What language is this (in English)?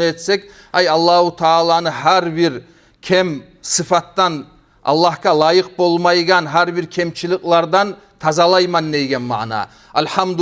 Kumyk